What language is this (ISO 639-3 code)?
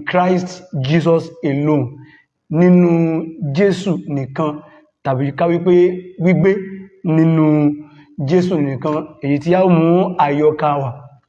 yor